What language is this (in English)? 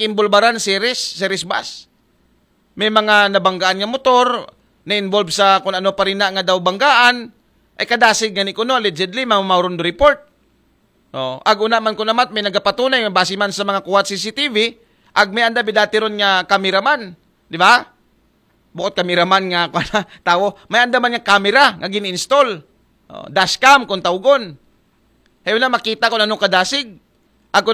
Aklanon